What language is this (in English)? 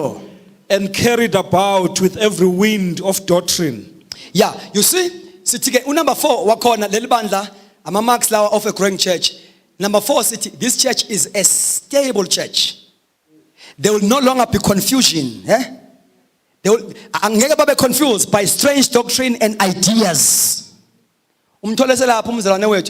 Zulu